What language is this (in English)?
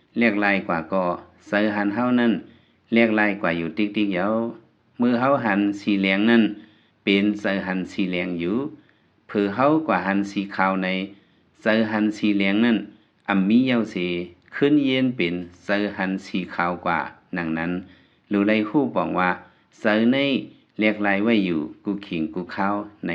Lao